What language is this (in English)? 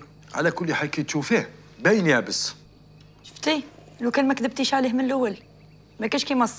Algerian Arabic